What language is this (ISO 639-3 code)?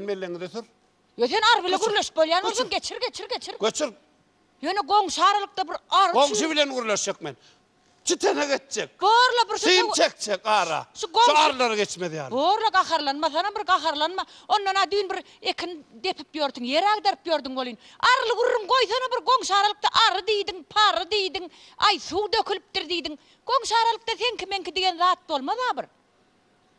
tuk